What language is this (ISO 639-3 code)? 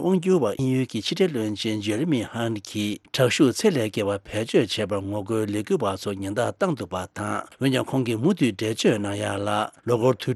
bod